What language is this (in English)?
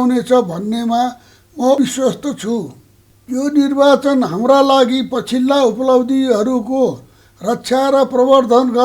Nepali